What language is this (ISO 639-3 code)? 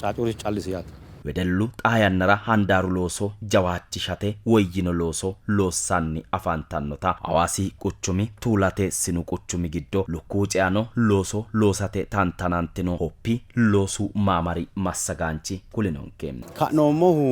sid